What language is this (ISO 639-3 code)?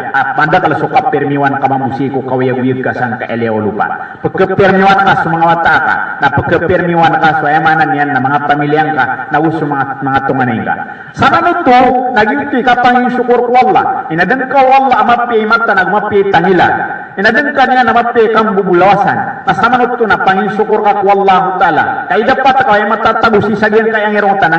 mrw